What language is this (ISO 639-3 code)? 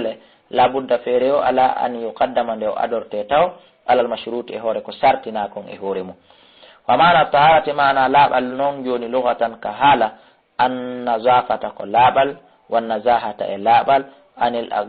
ful